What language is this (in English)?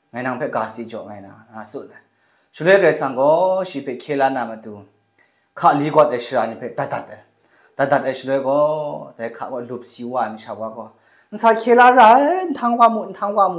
Kachin